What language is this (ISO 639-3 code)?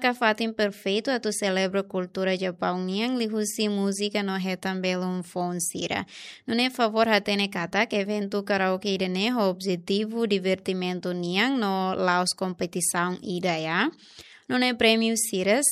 tet